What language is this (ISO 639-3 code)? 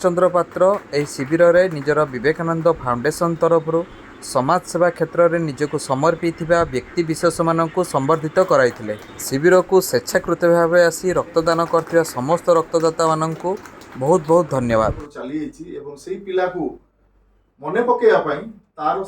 ori